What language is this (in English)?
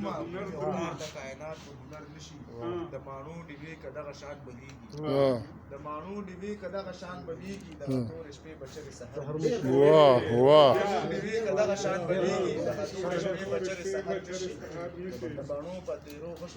Pashto